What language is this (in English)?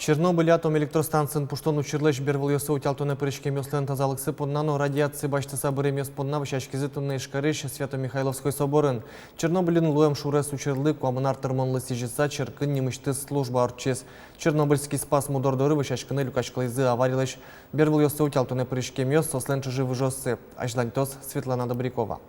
Udmurt